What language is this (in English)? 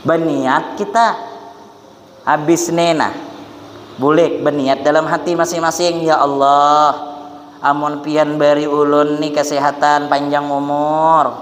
Banjar